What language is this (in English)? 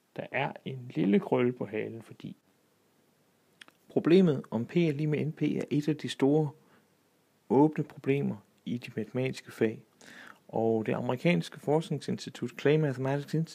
Danish